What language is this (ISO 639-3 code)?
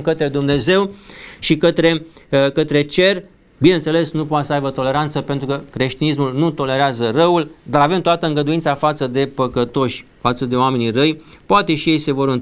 ron